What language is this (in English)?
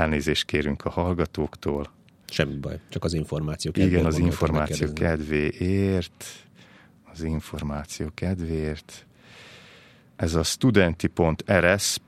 Hungarian